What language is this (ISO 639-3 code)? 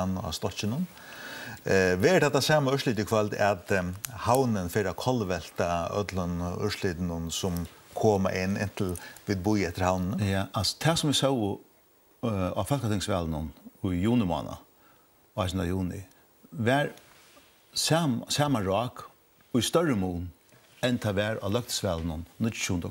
fao